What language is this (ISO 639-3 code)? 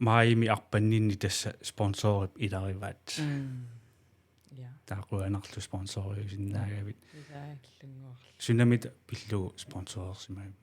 kal